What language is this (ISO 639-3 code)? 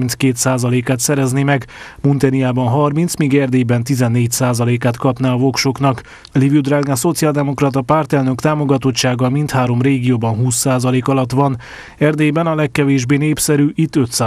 hun